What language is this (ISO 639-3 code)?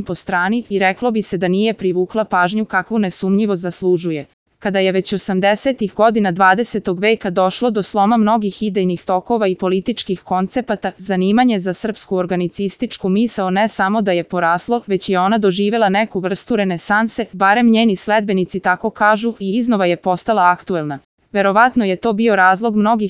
srp